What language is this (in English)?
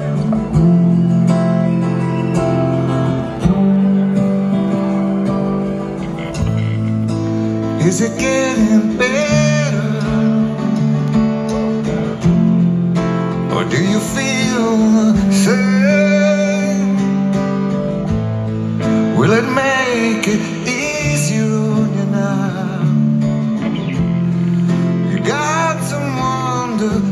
English